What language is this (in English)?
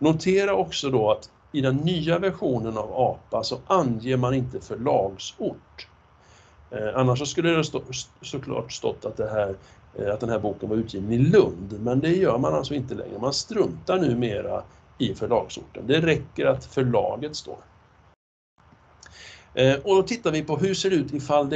Swedish